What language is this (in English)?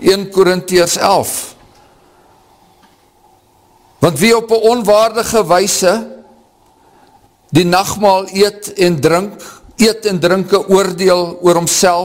Afrikaans